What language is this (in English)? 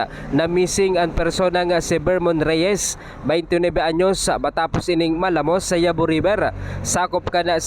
Bikol